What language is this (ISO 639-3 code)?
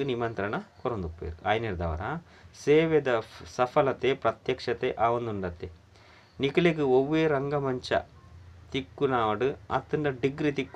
tcy